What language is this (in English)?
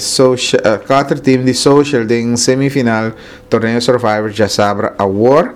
Papiamento